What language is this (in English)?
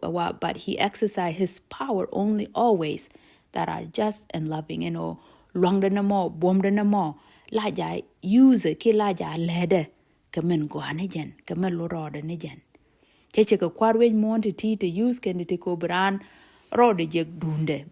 Nuer